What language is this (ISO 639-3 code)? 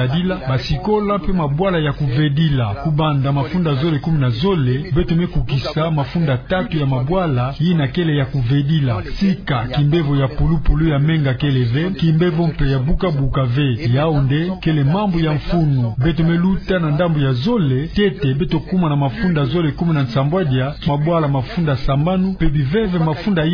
ktu